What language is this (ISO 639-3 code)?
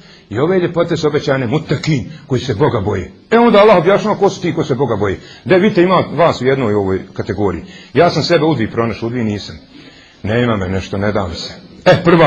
bos